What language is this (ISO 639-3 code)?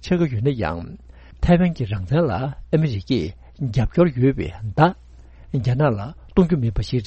bod